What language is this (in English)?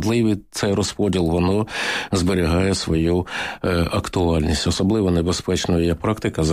Ukrainian